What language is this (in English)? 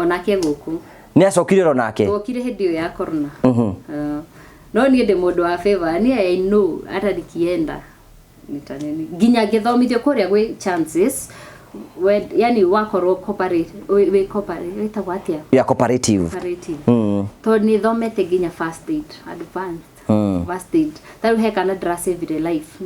Kikuyu